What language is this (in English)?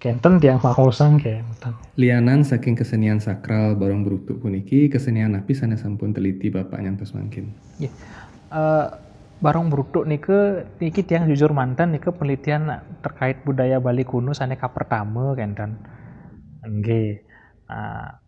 Balinese